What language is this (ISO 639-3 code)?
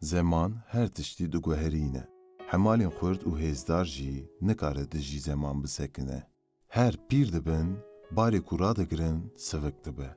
kur